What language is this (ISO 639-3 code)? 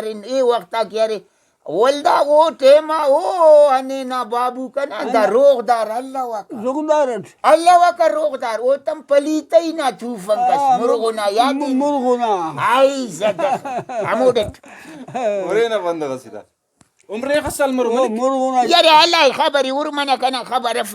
brh